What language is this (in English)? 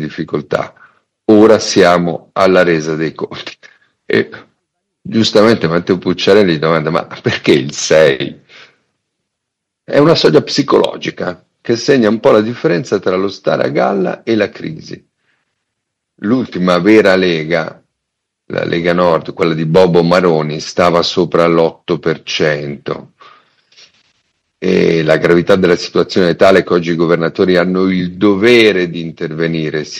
Italian